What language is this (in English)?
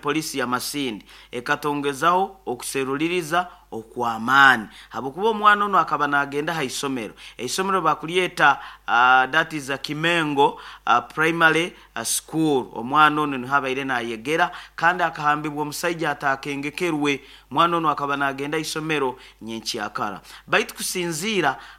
Nyoro